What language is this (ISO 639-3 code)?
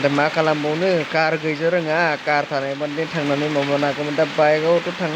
brx